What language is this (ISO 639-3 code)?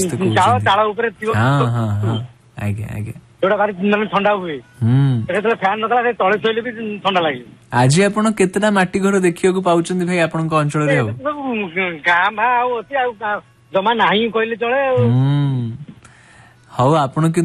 ori